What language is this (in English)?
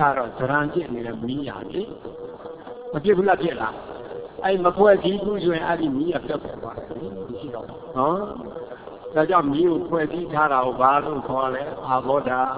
Burmese